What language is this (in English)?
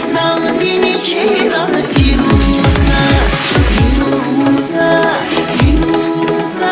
Tabassaran